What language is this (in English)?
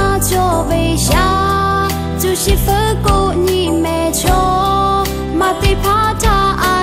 Lahu